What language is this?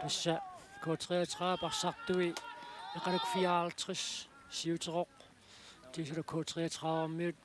Kalaallisut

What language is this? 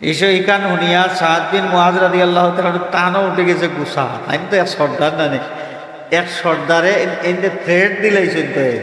Sylheti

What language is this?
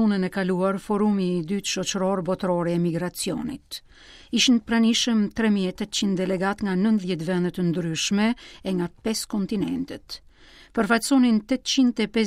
Albanian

